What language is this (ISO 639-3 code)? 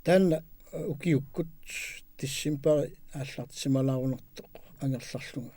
kal